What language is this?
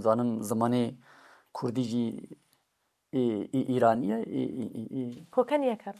Kurdish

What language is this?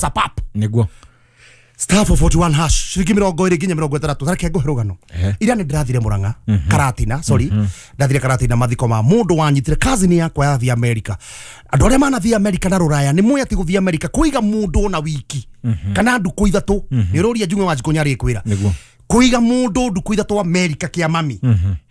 Kikuyu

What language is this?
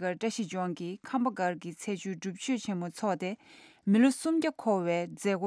Tibetan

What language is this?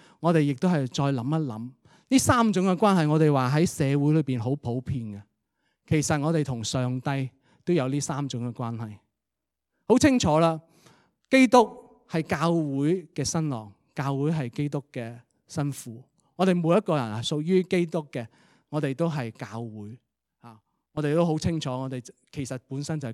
Cantonese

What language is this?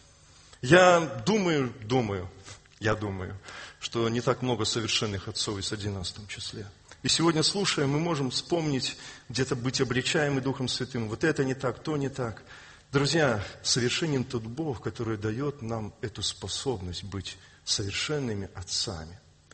Russian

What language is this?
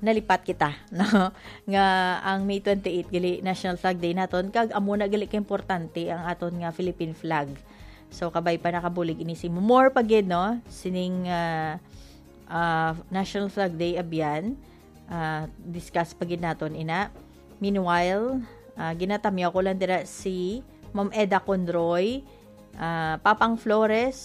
Hiligaynon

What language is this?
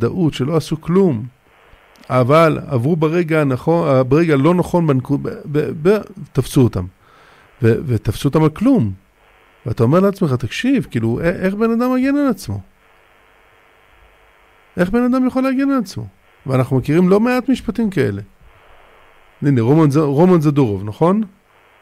Hebrew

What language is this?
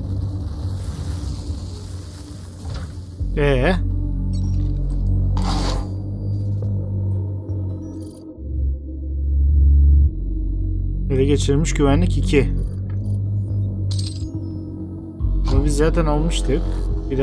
Turkish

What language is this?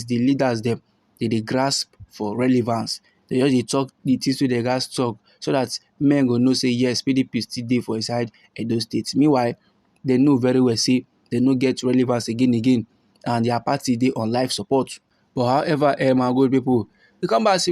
Nigerian Pidgin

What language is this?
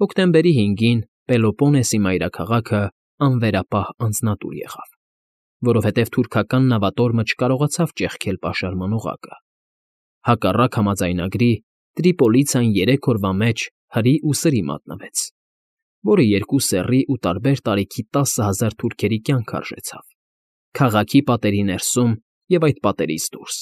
Armenian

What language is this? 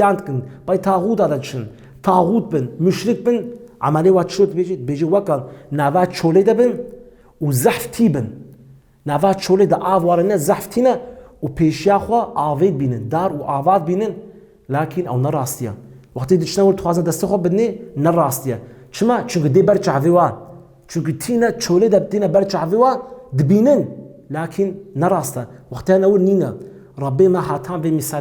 Kurdish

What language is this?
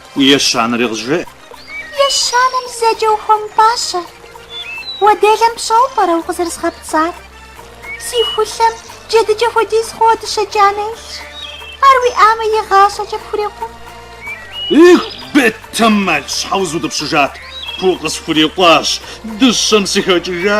Kabardian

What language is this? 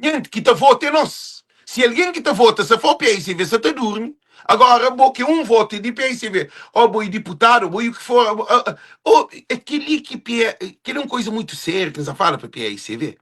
Kabuverdianu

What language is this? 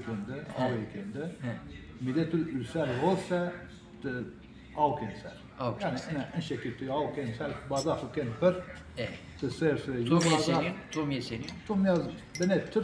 Zaza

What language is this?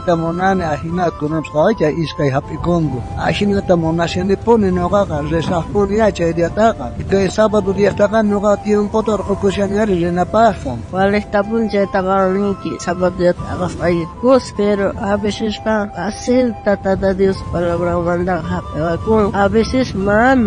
South Bolivian Quechua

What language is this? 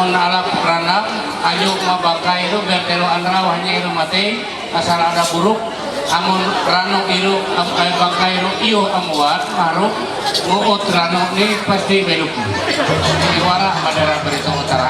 Ma'anyan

